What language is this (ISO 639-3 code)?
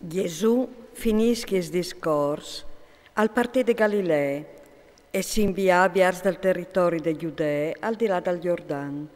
fur